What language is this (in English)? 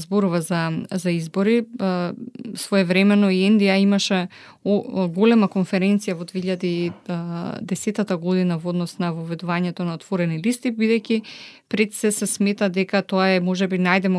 Macedonian